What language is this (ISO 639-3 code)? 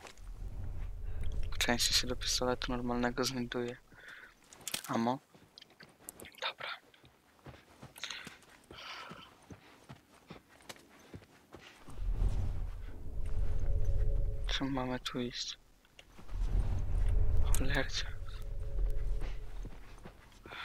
pol